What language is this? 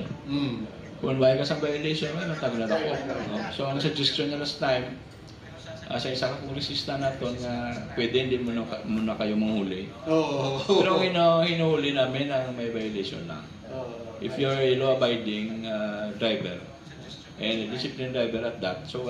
Hiligaynon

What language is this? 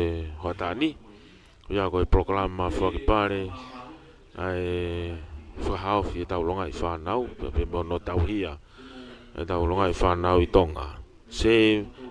Tongan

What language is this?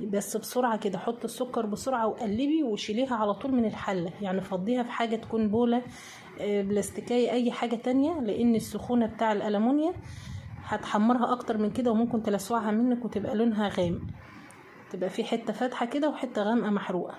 Egyptian Arabic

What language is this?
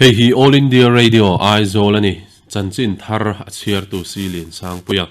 Mizo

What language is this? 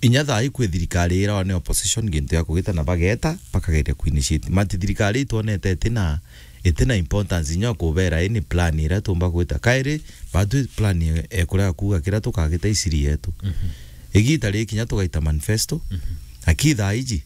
Meru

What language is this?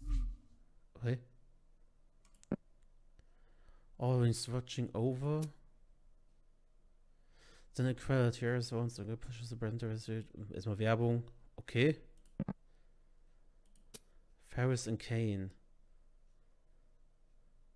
German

